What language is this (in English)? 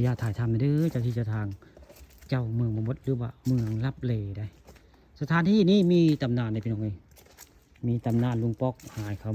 Northeastern Thai